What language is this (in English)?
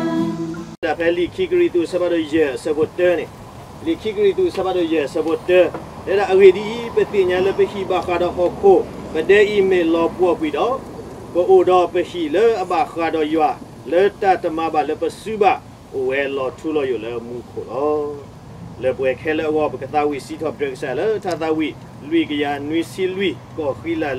S'gaw Karen